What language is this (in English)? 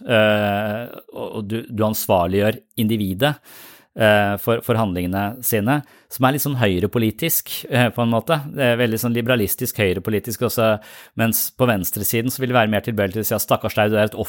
Norwegian